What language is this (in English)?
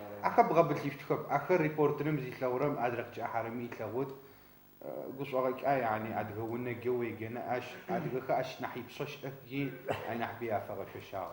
Adyghe